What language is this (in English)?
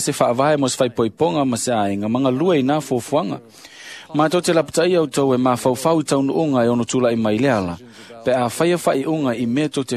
Samoan